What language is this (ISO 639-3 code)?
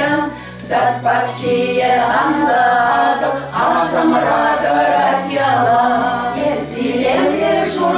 chv